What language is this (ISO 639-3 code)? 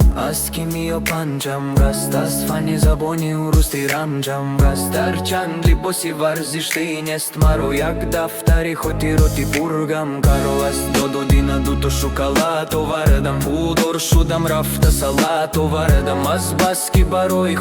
tgk